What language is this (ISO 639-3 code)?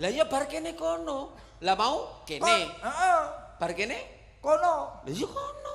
jav